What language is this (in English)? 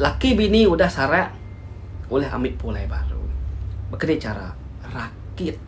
Iban